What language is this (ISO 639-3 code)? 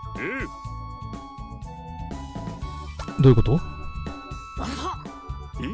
jpn